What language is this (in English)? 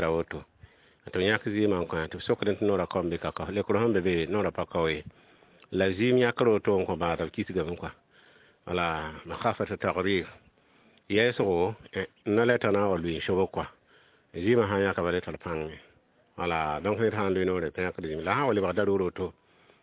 Mossi